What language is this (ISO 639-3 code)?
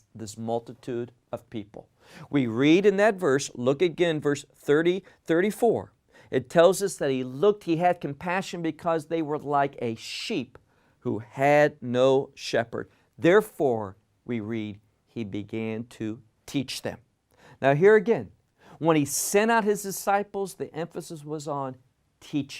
eng